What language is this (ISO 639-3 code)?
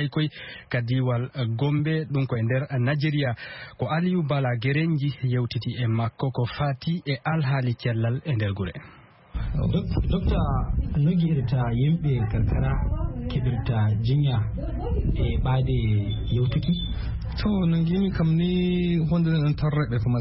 ful